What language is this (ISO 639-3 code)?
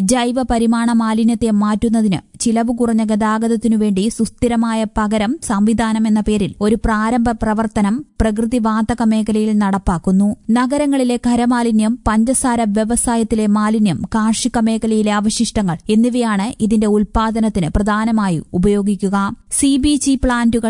mal